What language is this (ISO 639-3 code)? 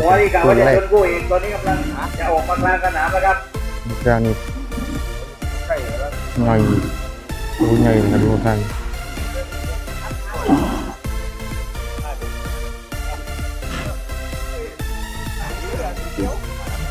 tha